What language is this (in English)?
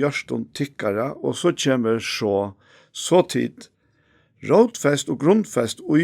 Faroese